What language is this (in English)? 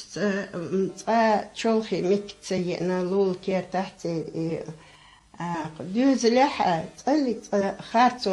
Chechen